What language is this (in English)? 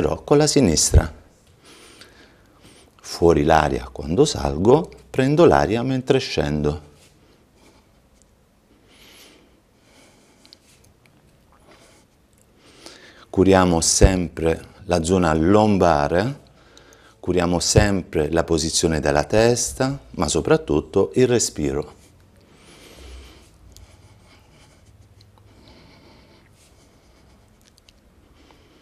Italian